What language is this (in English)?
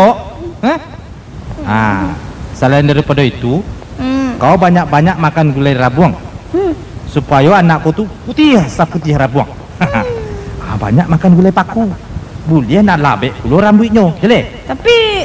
Minangkabau